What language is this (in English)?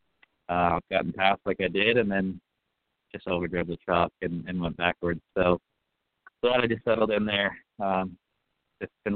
English